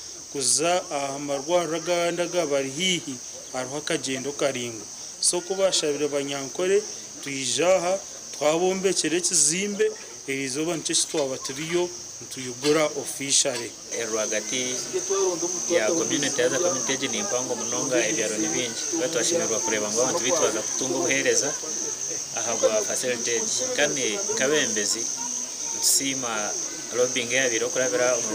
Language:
Nyankole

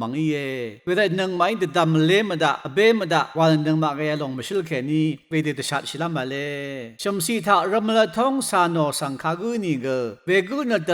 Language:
Rawang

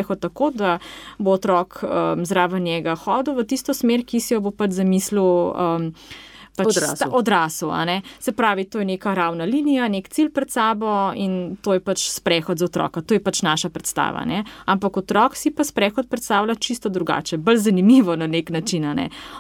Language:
Slovenian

